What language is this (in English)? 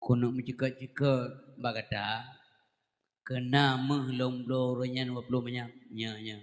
Achinese